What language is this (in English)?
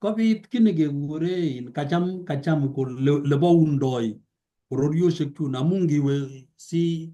Kalenjin